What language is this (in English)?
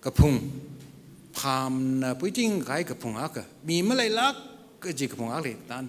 Tangkhul Naga (India)